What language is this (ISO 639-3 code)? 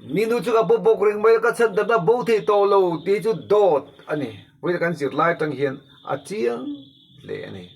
lus